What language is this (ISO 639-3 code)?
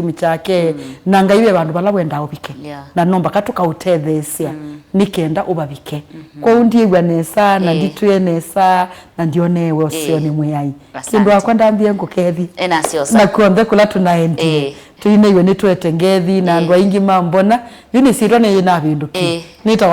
kam